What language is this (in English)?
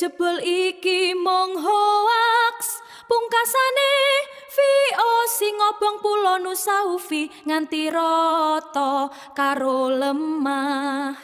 Javanese